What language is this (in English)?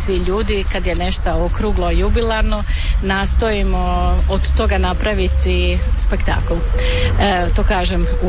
Croatian